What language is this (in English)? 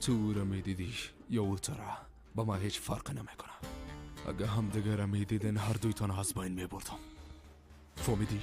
Persian